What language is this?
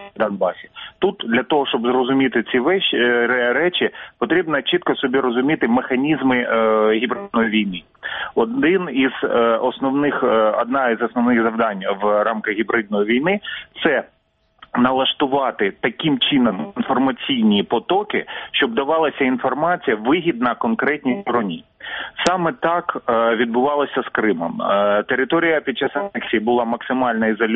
Ukrainian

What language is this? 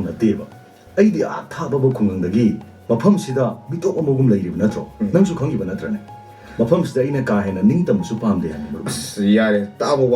Manipuri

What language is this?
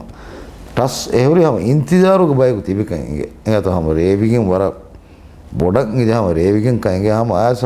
Divehi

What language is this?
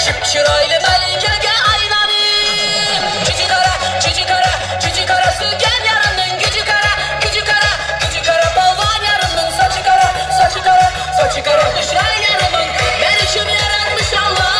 Turkmen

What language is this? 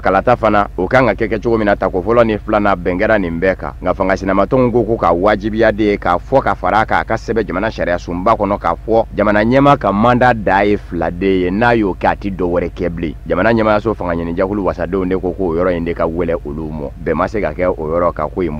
Bambara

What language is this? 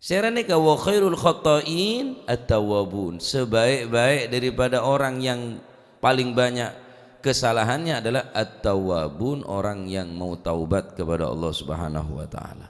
Madurese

